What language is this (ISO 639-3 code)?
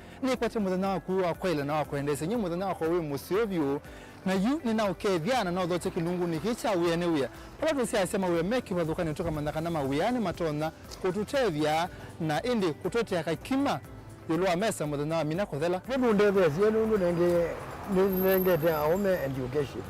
kam